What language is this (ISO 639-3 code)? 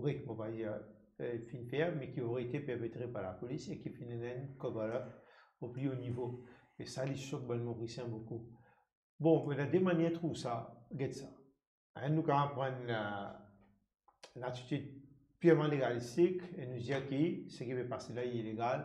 mfe